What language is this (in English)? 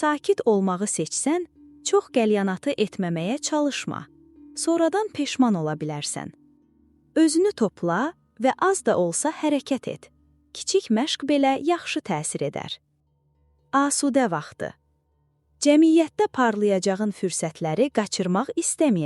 Azerbaijani